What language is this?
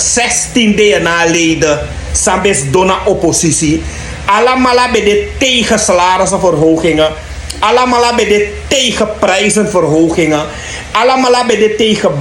Sranan Tongo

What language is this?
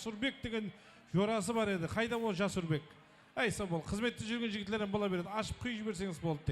Kara-Kalpak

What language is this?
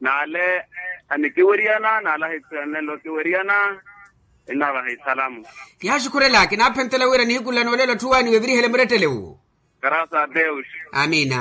Makhuwa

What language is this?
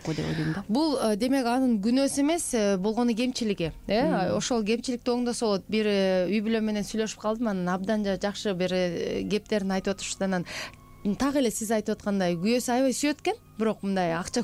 Kyrgyz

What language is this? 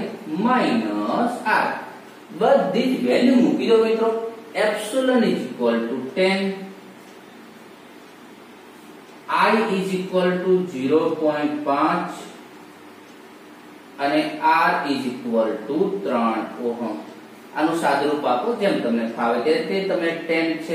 Gujarati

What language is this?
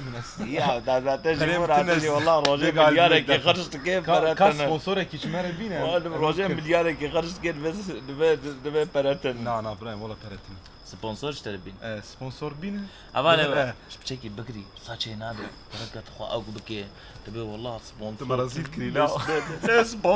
Kurdish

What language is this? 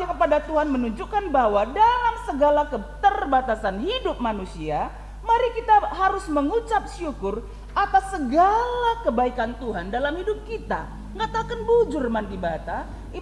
Batak Karo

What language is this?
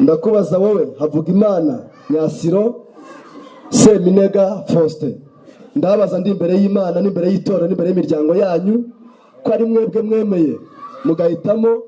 Kinyarwanda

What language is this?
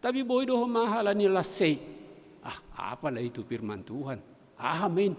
Batak Simalungun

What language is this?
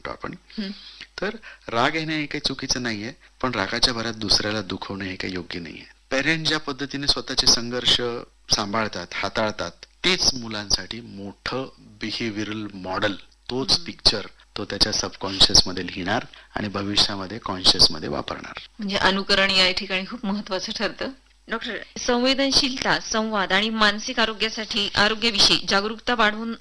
Marathi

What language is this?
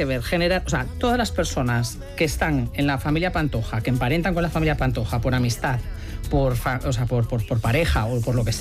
Spanish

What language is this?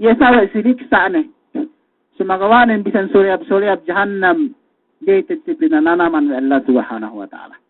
Yakan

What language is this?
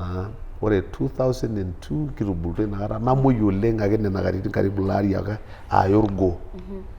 Masai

